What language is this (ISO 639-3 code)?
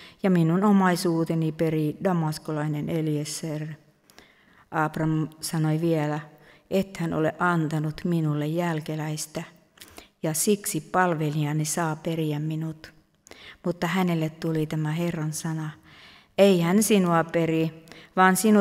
fin